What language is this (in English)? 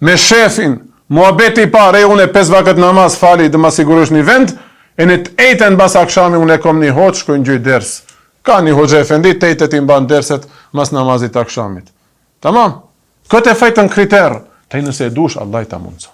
Albanian